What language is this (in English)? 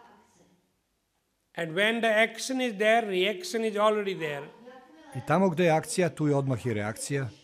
Serbian